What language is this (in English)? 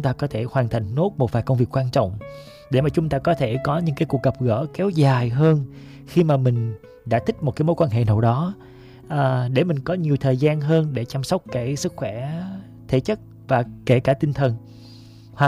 Vietnamese